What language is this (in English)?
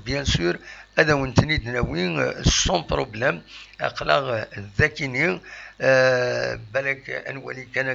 Kabyle